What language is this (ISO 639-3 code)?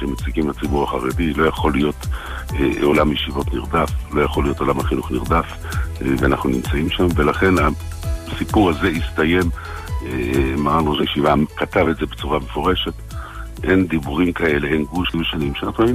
heb